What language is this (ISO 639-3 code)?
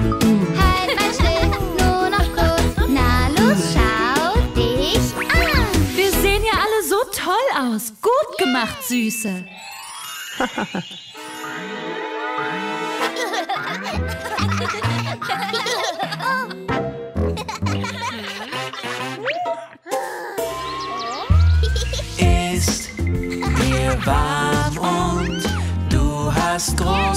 deu